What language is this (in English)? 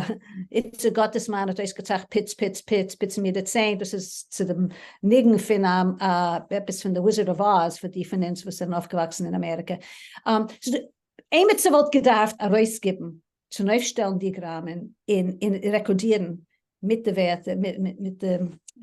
Yiddish